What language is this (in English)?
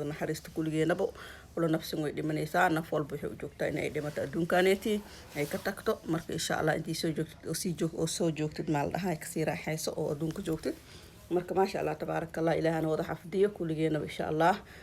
Somali